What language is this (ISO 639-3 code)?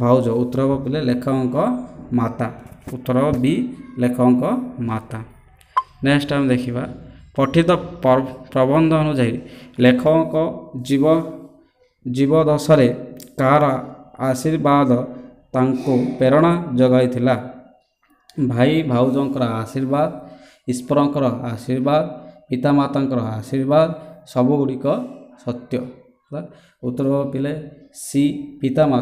ori